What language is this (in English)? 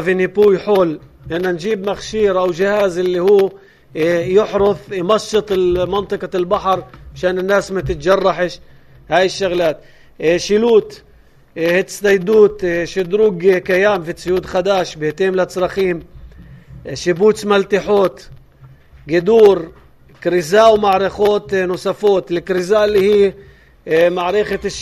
North Levantine Arabic